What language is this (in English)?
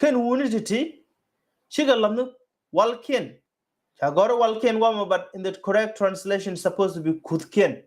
Nuer